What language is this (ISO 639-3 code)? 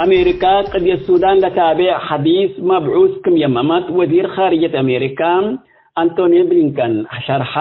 tig